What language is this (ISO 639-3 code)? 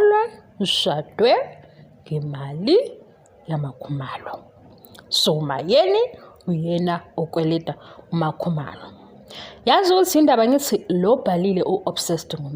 zul